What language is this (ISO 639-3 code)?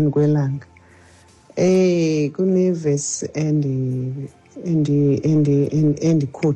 xho